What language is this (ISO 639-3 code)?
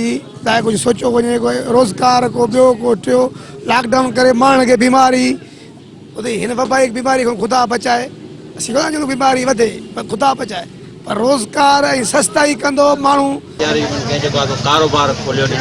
snd